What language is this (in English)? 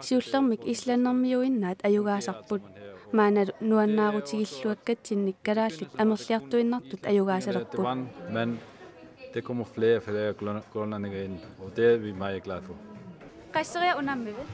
Kalaallisut